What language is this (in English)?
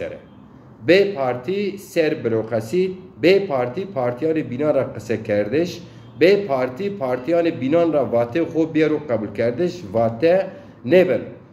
Zaza